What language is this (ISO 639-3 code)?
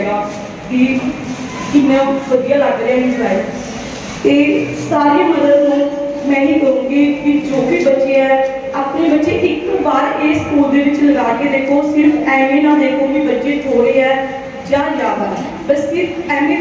pan